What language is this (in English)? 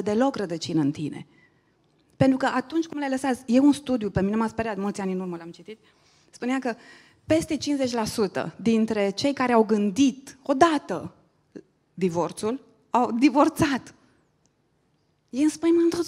Romanian